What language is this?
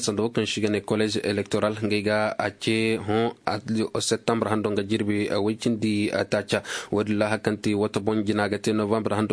Koyraboro Senni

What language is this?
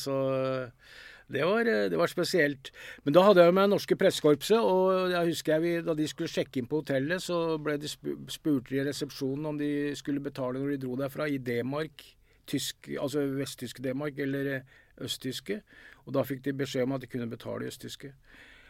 Norwegian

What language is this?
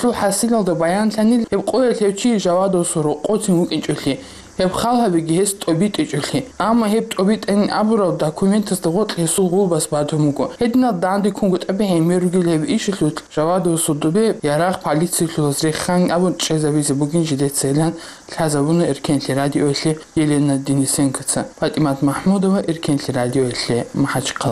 Avaric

